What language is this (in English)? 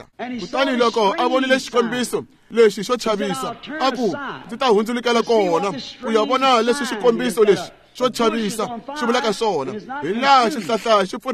Tsonga